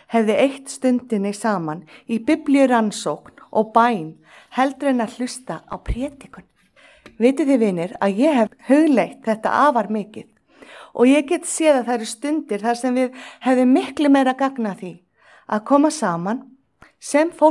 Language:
Icelandic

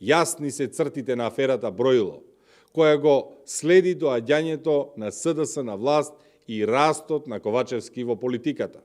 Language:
Macedonian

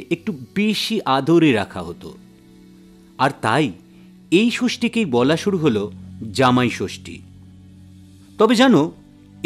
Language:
Bangla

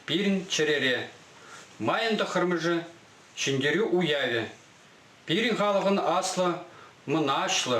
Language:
Chuvash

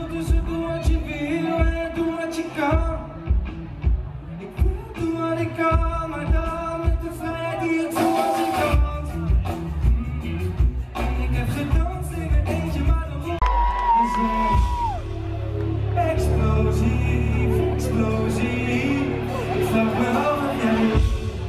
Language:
Dutch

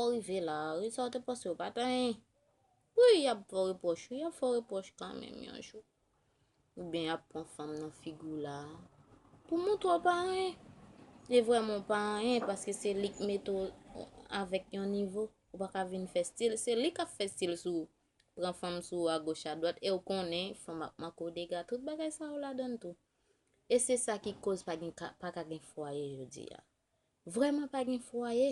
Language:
Haitian Creole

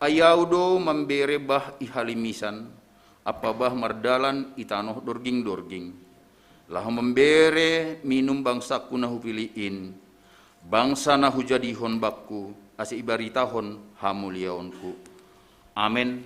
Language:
Batak Simalungun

